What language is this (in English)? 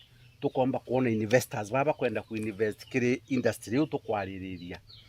Meru